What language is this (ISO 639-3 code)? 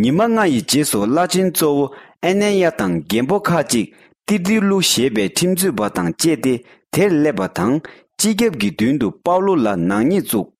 bod